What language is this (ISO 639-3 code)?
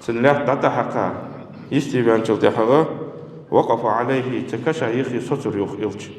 inh